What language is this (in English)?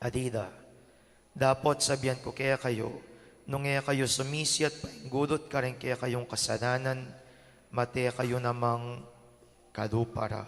Pampanga